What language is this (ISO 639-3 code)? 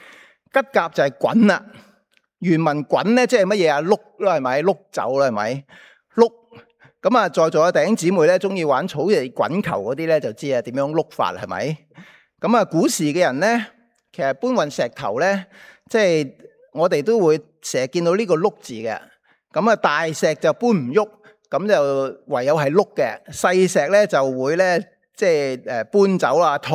yue